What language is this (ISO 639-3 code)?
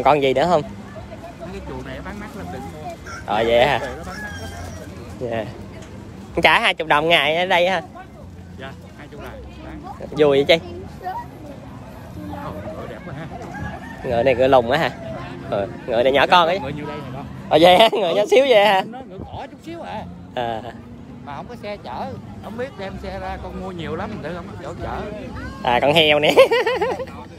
vie